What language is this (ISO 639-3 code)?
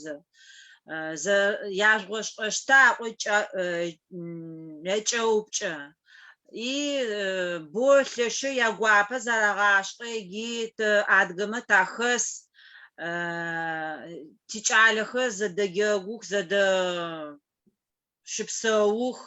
ady